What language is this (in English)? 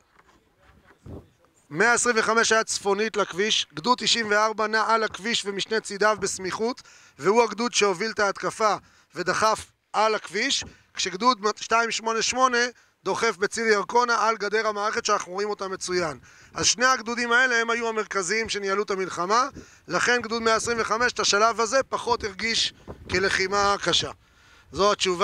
Hebrew